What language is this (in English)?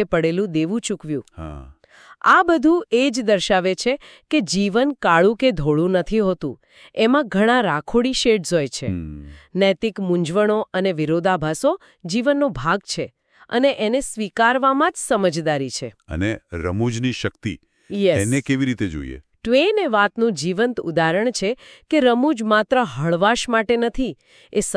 Gujarati